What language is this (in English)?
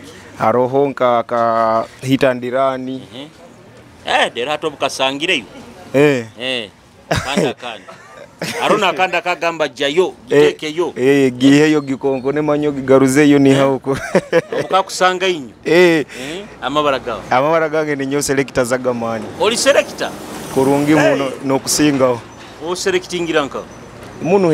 Nyoro